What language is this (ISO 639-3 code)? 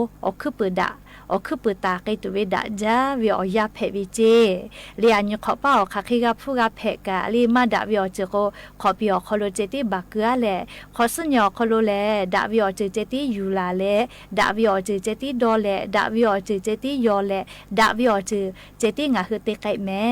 lhu